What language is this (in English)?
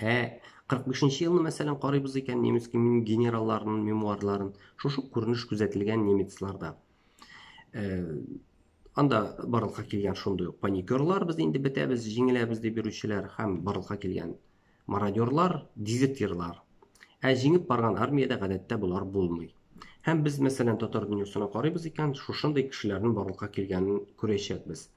Tatar